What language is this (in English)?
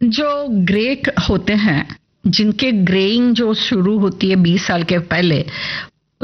Hindi